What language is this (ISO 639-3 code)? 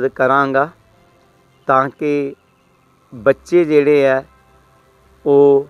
pan